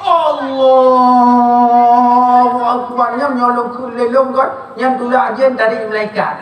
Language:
Achinese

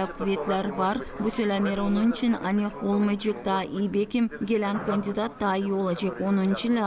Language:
Gagauz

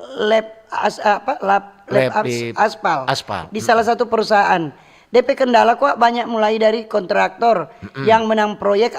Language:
Manado Malay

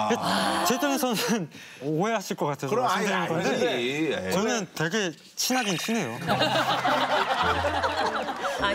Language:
Korean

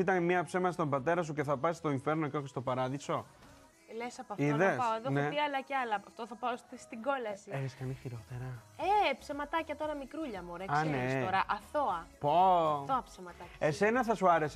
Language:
Greek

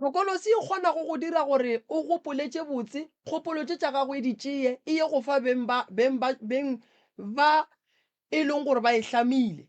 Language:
Northern Sotho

